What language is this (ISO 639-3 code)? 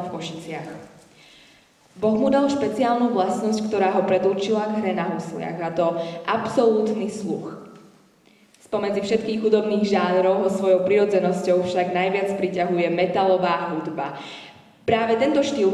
slk